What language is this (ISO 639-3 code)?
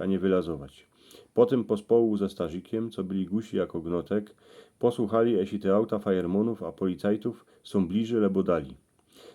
szl